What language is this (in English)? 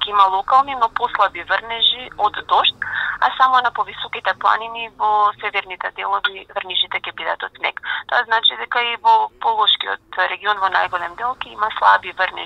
Macedonian